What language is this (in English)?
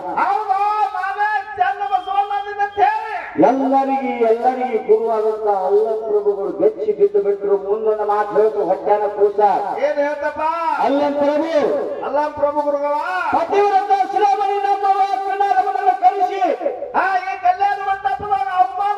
Kannada